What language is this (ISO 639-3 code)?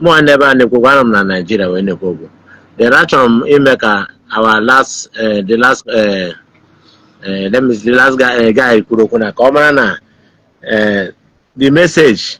ibo